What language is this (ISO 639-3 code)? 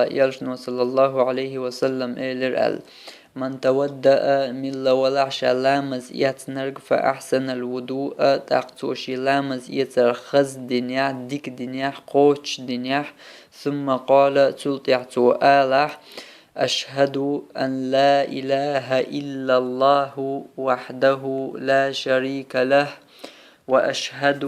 che